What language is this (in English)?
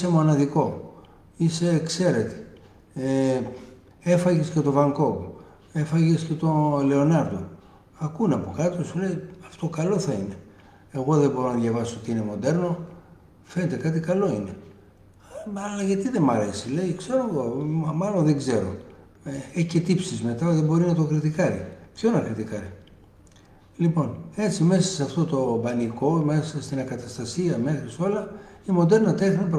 Greek